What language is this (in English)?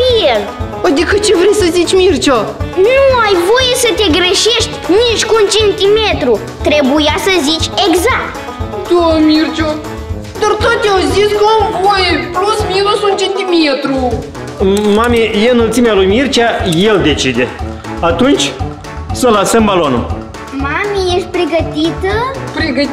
Romanian